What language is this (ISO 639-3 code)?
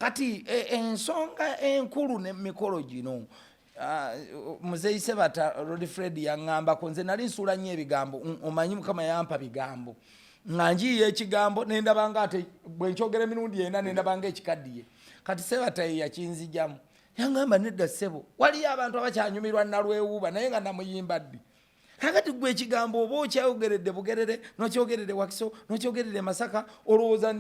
lug